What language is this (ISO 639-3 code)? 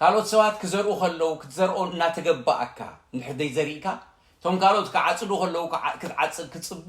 tir